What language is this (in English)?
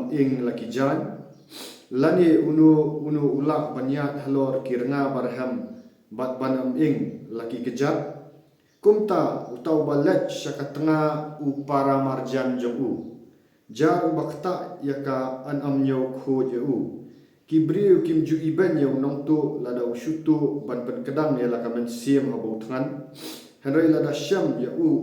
Khasi